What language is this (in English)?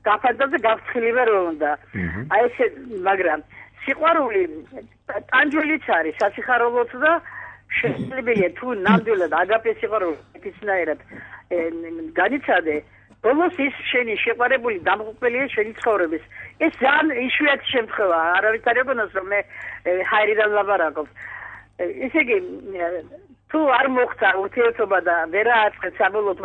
Georgian